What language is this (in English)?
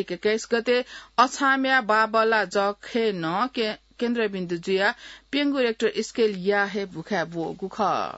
Newari